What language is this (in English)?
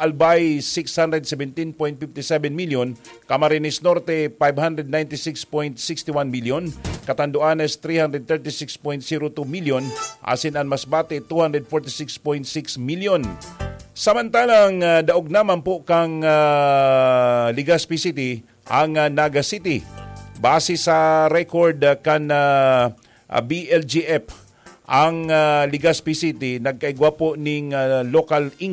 Bikol